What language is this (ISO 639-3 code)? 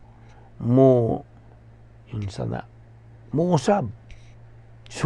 ceb